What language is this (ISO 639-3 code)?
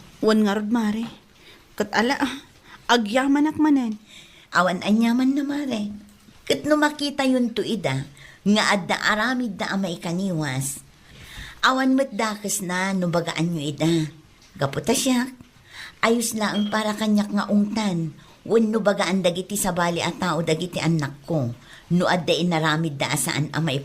ilo